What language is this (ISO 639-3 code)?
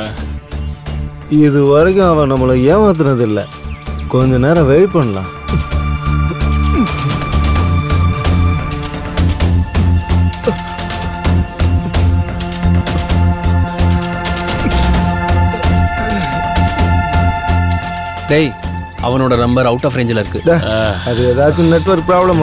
tam